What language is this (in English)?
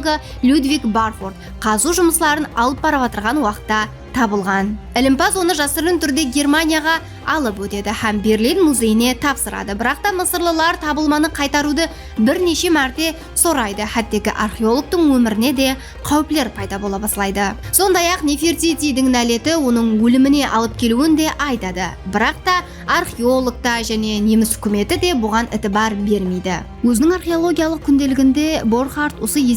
Kara-Kalpak